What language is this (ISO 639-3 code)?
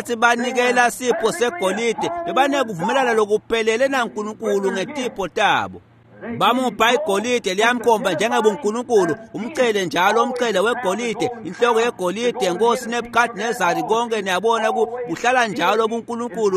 ssw